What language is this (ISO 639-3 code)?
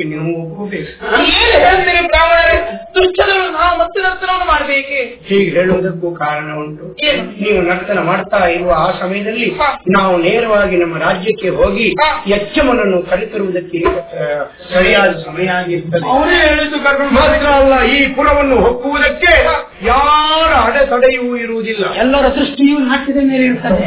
kan